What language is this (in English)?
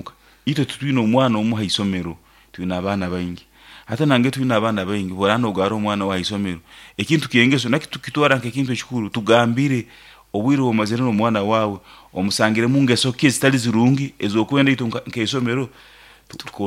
Nyoro